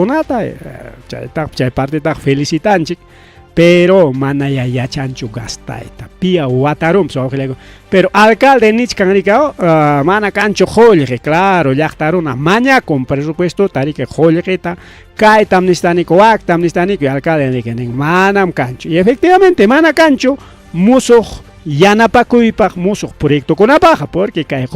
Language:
Ayacucho Quechua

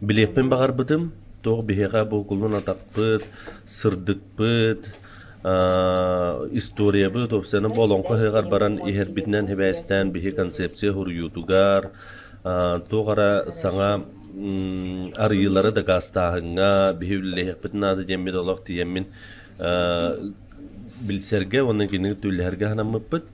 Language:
Yakut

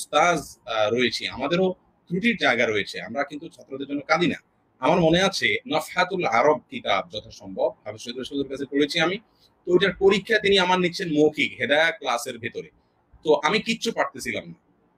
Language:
Bangla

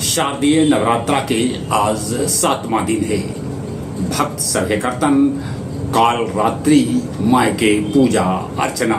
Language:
Magahi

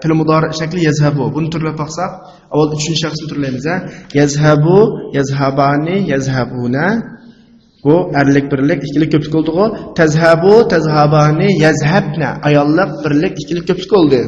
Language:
Uyghur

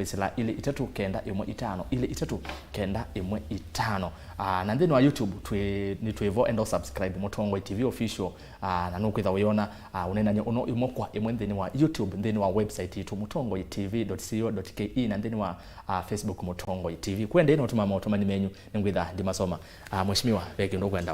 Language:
Kamba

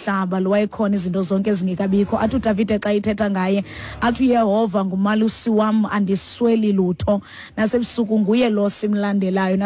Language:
Xhosa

